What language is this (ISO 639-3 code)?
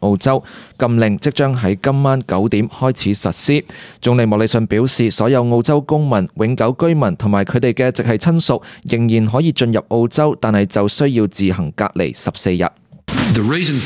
yue